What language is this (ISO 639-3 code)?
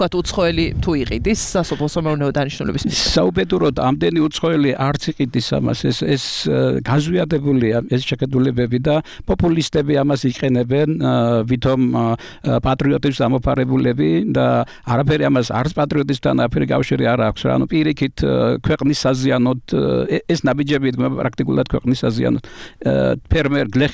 kat